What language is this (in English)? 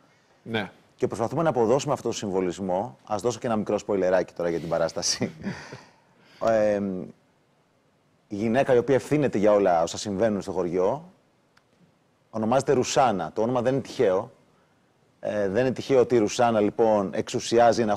Greek